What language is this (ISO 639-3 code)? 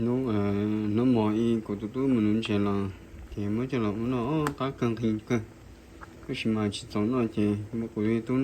hmn